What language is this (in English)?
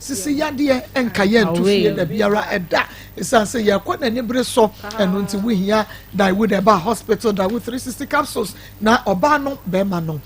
Akan